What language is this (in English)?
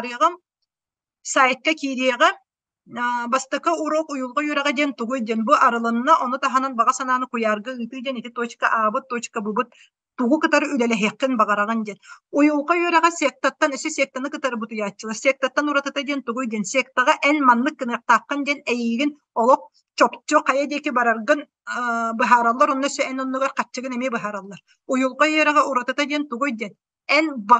Yakut